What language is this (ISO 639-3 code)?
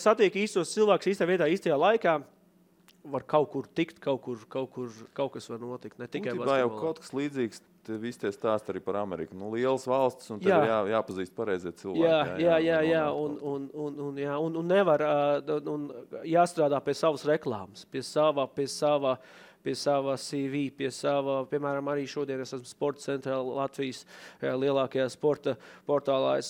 lav